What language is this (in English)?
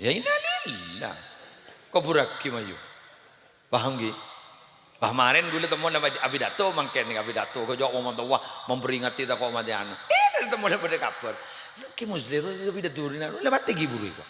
Madurese